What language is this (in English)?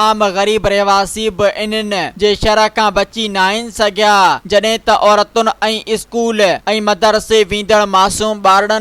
Sindhi